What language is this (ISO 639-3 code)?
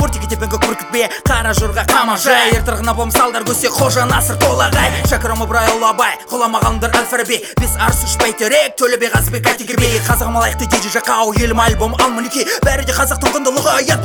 kaz